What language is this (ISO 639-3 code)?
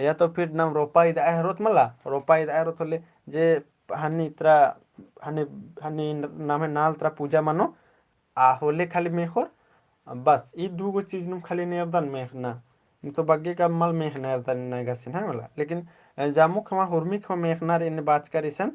kru